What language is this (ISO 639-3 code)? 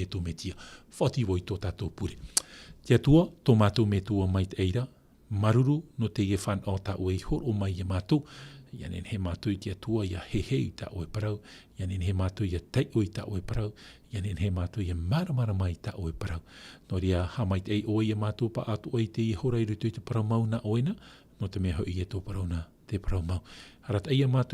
tah